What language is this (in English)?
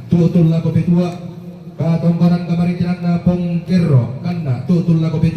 Toraja-Sa'dan